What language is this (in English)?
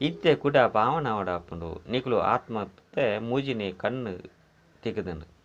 Tulu